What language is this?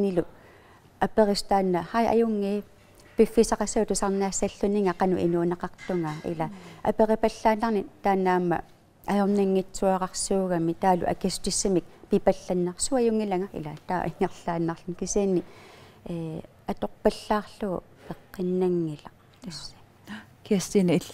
Kalaallisut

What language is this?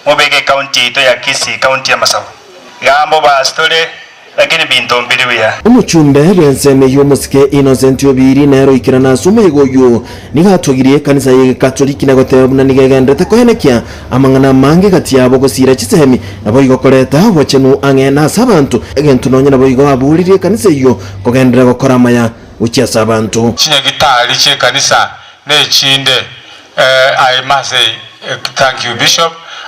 Gusii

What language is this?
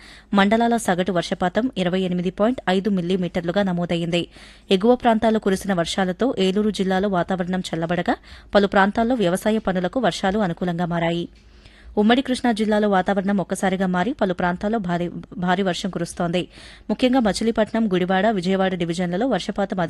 Telugu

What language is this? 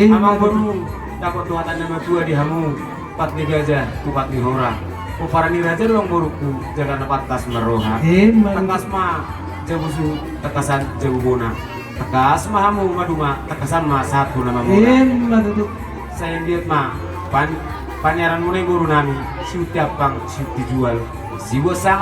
Batak Toba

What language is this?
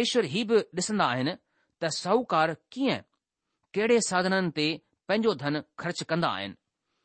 Sindhi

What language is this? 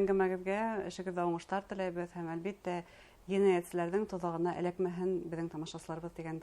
Bashkir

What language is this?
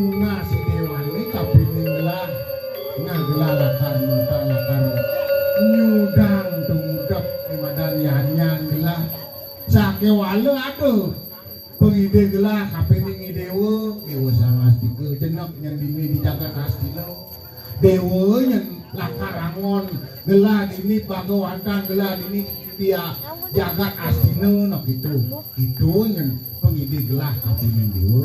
Balinese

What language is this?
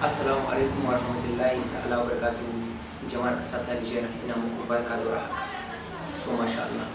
Hausa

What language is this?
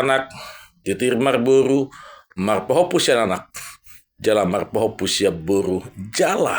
Batak Toba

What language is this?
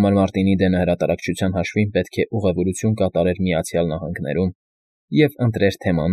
Armenian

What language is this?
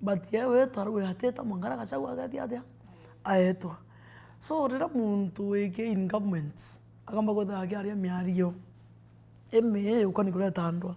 Meru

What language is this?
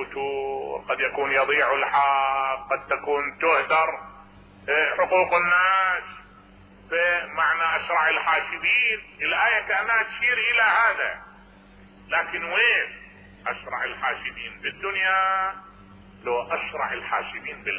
Mesopotamian Arabic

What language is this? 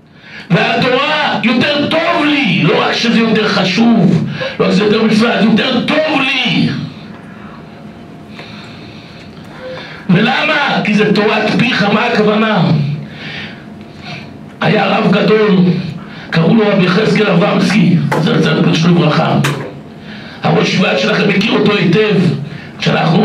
Hebrew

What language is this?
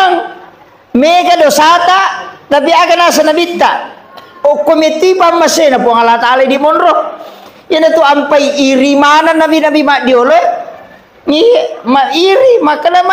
Buginese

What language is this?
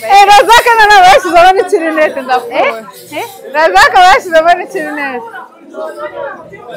Kinyarwanda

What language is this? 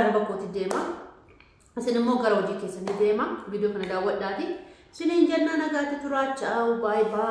Oromo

